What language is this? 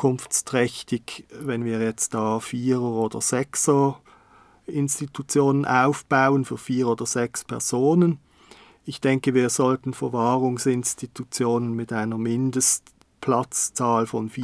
German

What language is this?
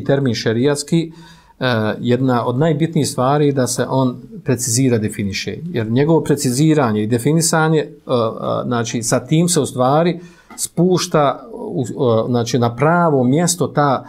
Bosnian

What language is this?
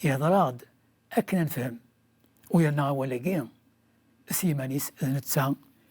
Kabyle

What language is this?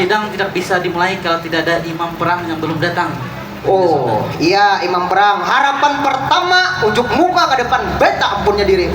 Banjar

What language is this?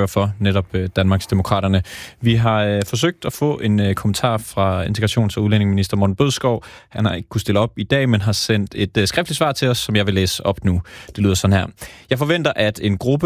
Danish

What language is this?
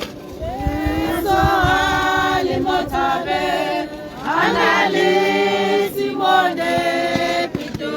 Tswana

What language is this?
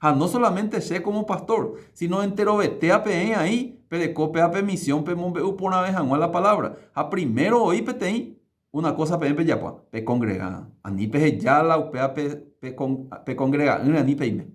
Guarani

